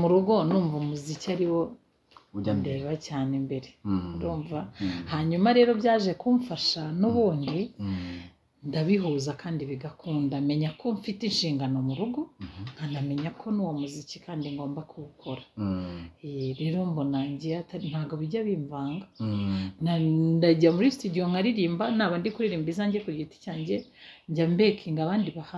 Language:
Kinyarwanda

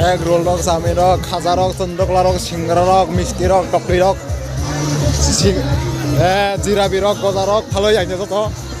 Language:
Kok Borok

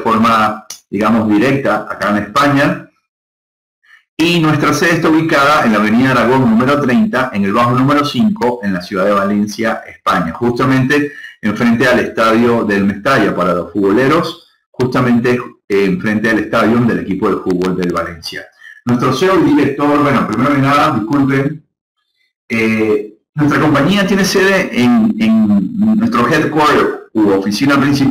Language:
Spanish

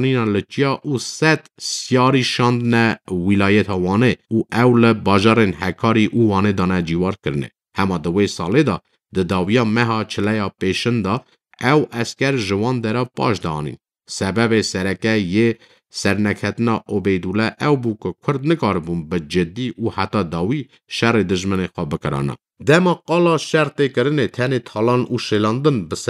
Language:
Kurdish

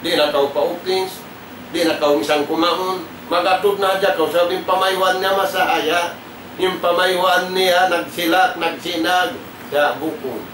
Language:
Tausug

